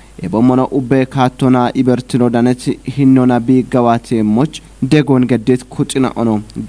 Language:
Kafa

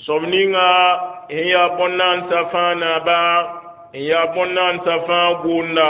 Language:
Mossi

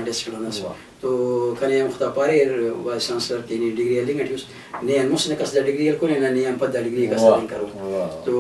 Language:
Brahui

